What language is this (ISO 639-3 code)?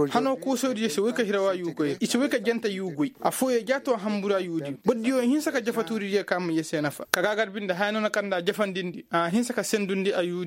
ses